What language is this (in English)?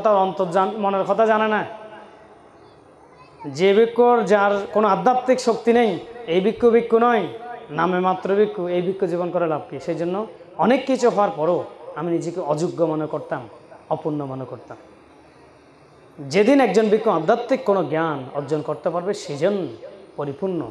Bangla